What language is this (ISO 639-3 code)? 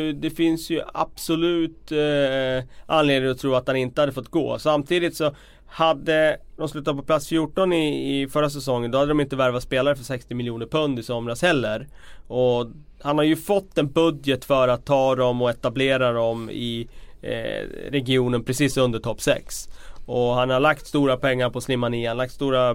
swe